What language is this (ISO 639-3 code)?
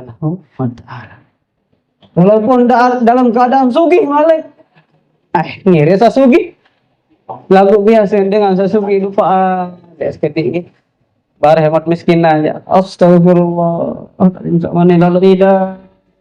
sas